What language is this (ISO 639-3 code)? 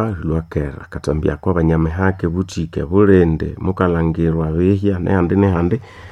nnb